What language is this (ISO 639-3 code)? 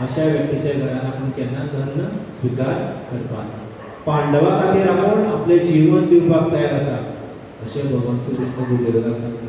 kok